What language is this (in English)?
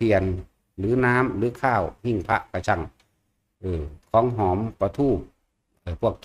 Northeastern Thai